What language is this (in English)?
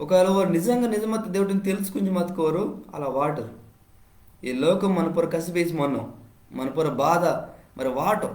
Koya